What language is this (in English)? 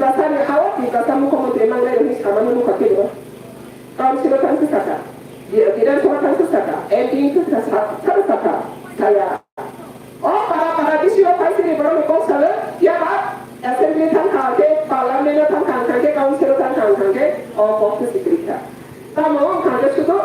Kok Borok